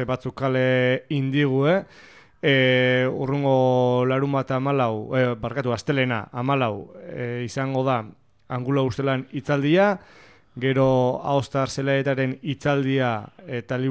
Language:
Basque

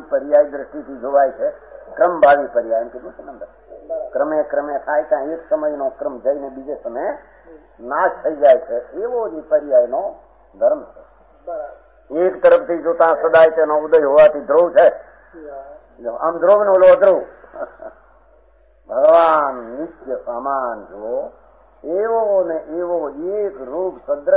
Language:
Gujarati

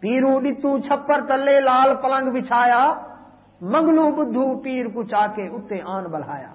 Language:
Saraiki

